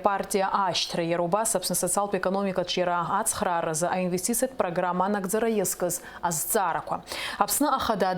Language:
Abkhazian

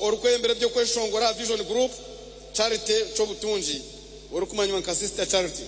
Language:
Nyankole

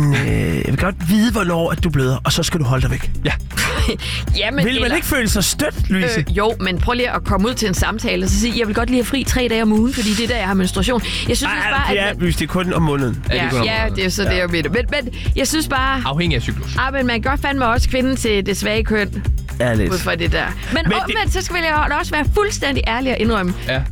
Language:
Danish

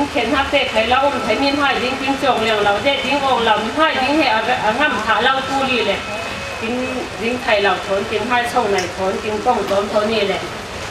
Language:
Falam Chin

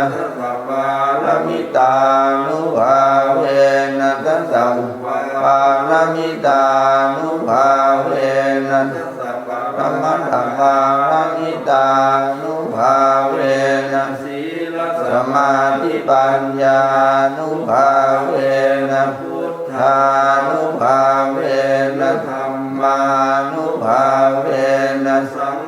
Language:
Pali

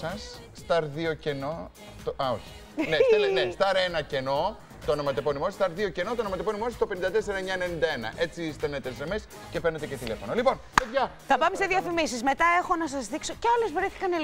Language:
Greek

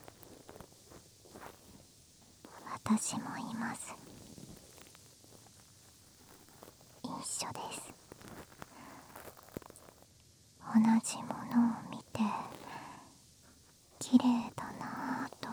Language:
Japanese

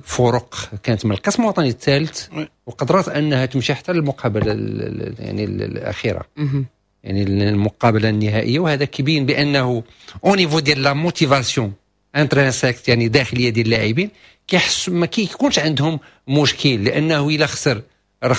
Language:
Moroccan Arabic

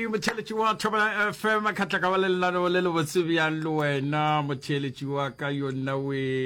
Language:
Northern Sotho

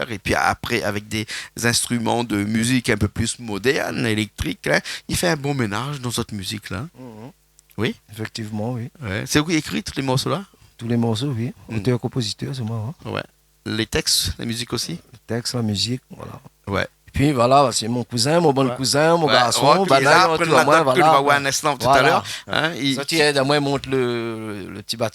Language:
Réunion Creole French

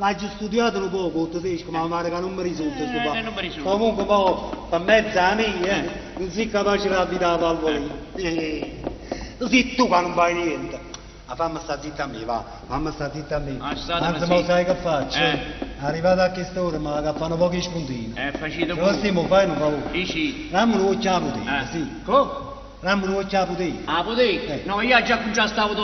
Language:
Neapolitan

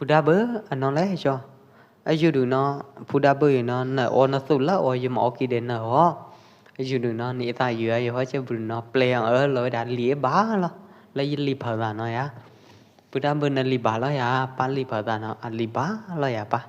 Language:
Pwo Eastern Karen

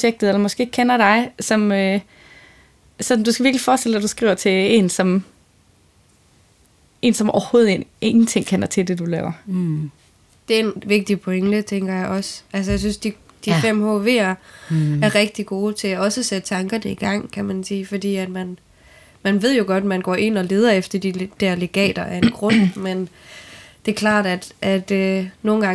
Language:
Danish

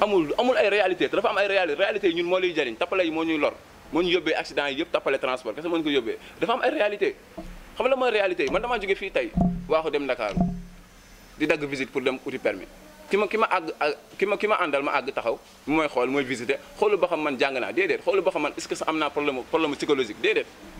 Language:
Wolof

